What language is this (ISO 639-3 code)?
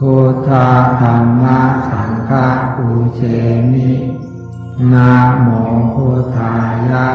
pli